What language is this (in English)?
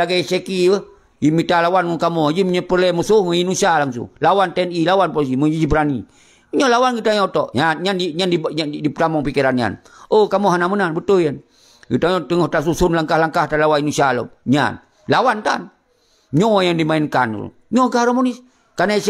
Achinese